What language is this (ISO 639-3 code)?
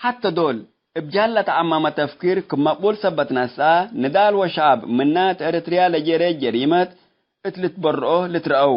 tig